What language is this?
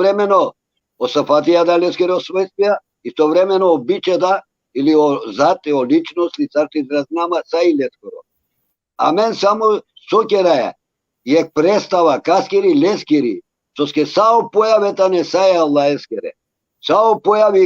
Balkan Romani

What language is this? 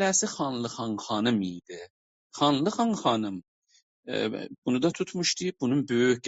South Azerbaijani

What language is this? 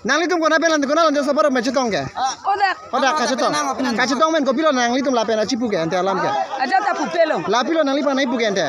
Karbi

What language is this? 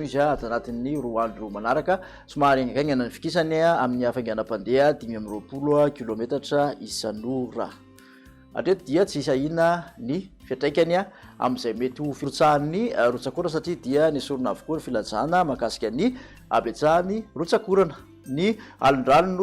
Malagasy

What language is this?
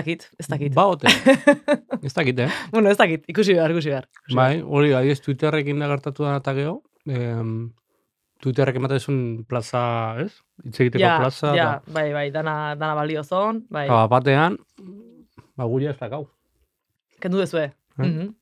Basque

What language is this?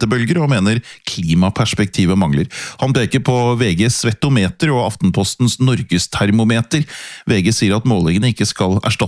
Norwegian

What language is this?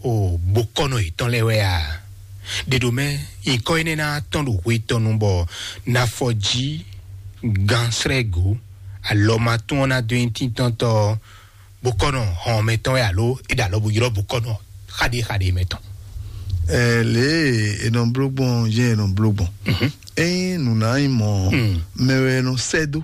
Fon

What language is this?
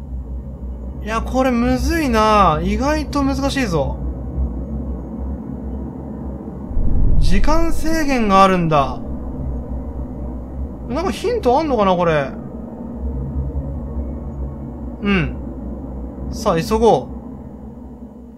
Japanese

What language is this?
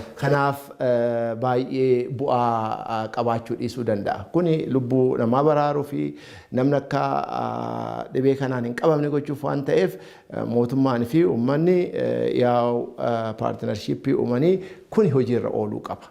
Oromo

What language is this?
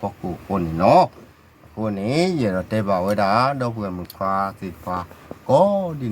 S'gaw Karen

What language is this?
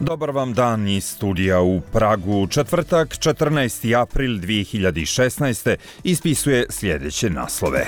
Serbian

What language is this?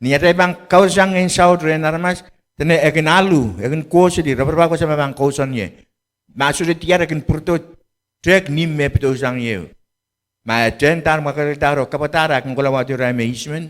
Pohnpeian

